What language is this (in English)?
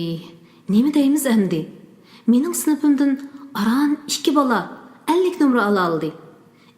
Uyghur